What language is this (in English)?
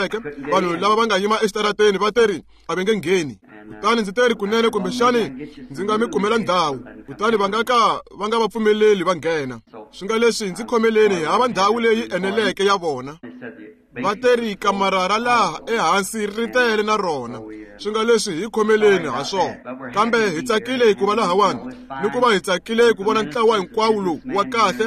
Tsonga